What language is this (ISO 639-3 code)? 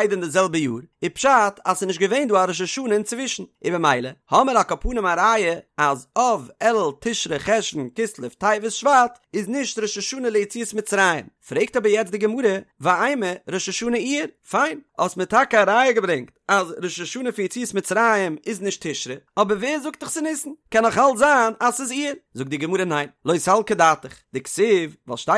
yid